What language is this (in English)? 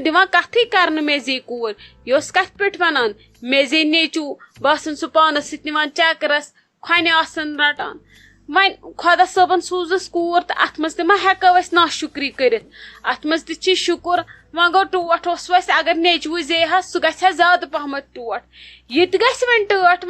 Kashmiri